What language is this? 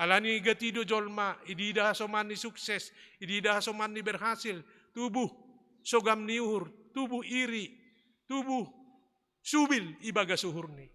Batak Simalungun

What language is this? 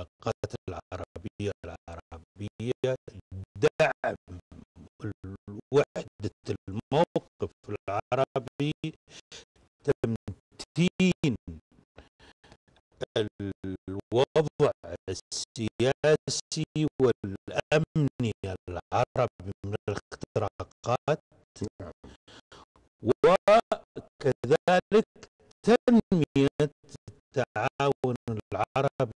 Arabic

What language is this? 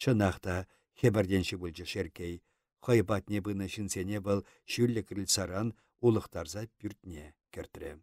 Chuvash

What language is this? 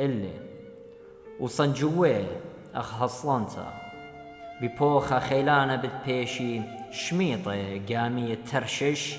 Assyrian Neo-Aramaic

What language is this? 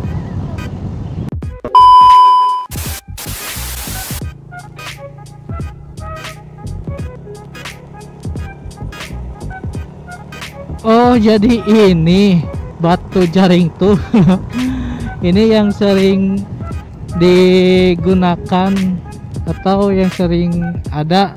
Indonesian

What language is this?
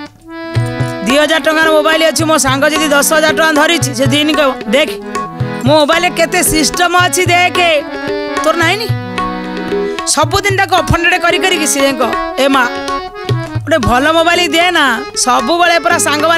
Odia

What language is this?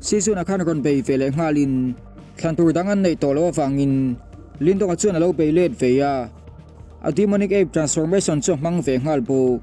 Mizo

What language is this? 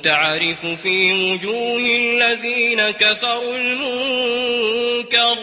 Maranao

